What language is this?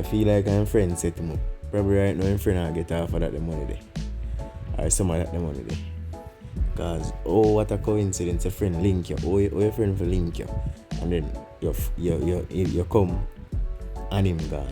Jamaican Creole English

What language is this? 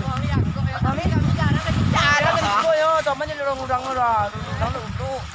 Minangkabau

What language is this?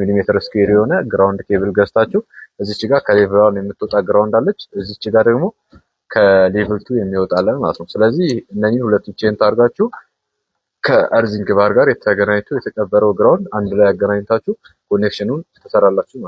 Amharic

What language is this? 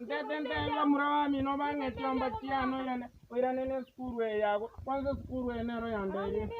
Gusii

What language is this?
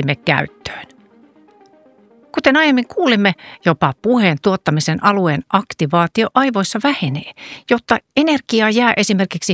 Finnish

